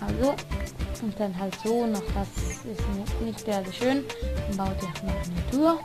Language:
Swiss German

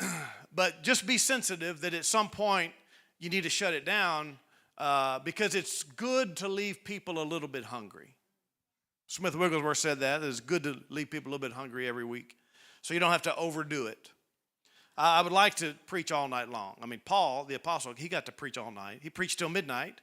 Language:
English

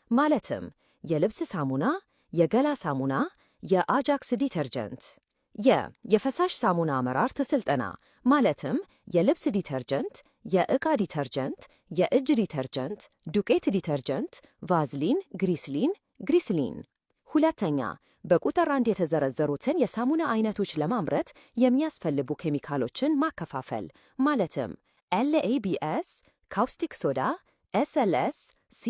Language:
Amharic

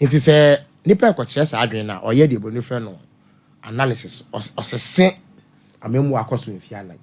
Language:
Akan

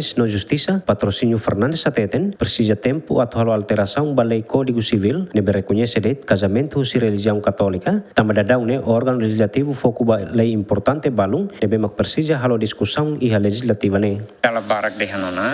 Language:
Tetum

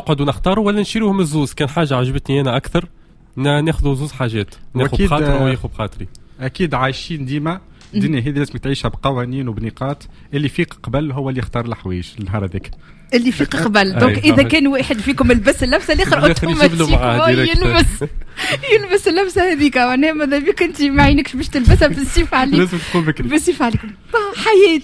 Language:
Tunisian Arabic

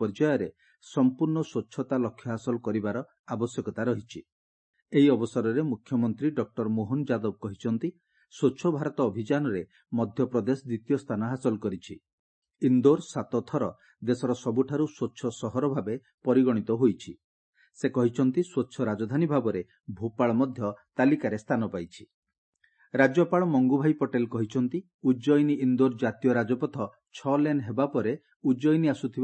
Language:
Odia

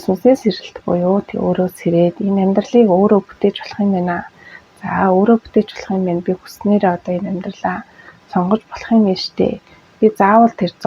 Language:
Mongolian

